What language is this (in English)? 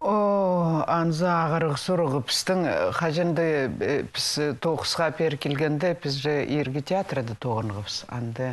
Khakas